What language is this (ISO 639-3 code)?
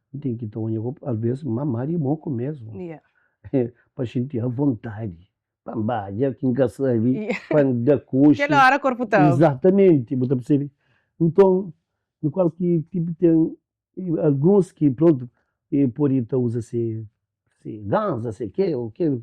kea